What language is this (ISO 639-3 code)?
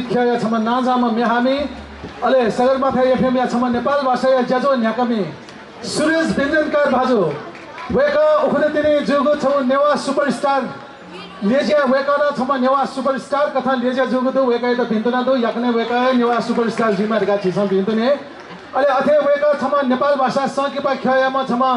new